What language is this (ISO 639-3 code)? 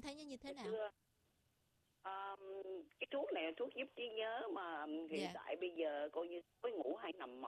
vie